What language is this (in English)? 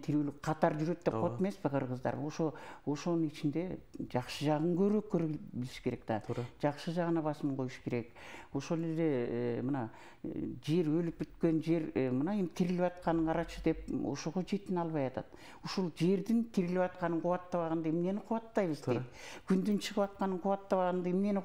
Kyrgyz